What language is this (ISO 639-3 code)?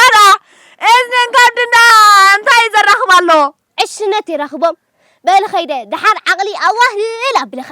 tir